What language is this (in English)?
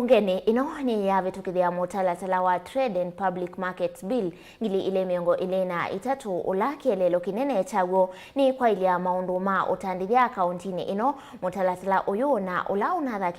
Kamba